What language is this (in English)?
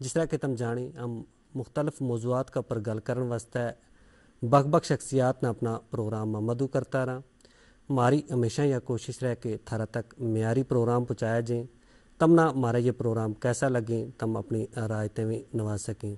Gujari